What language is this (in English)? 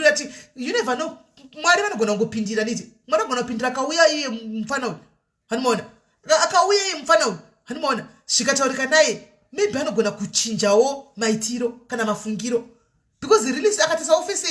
Shona